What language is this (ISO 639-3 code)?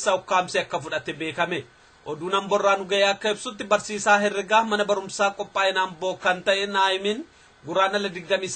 orm